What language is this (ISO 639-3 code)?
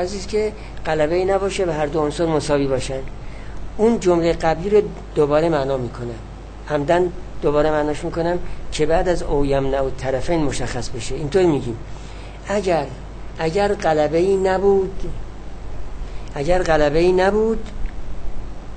fas